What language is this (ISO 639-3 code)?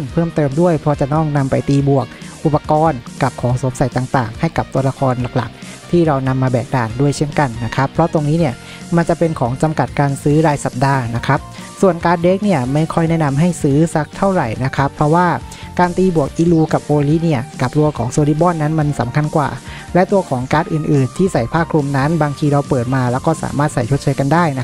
tha